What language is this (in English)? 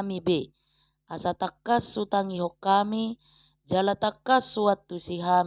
Batak Toba